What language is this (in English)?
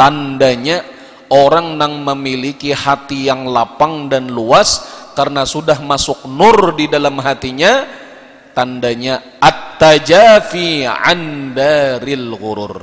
Banjar